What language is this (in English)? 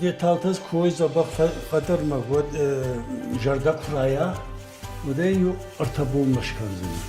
Ossetic